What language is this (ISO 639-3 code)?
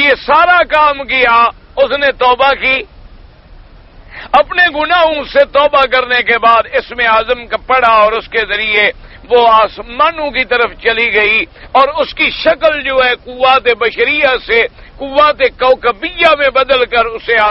urd